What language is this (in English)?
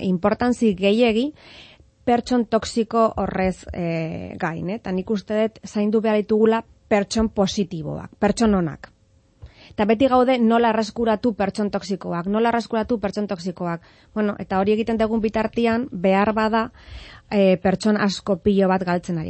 Basque